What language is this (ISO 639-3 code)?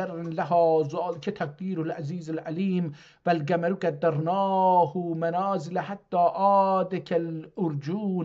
azb